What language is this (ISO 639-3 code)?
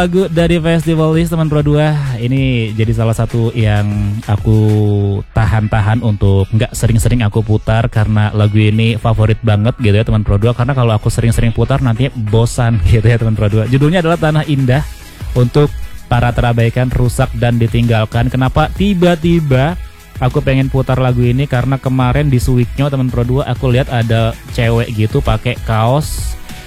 ind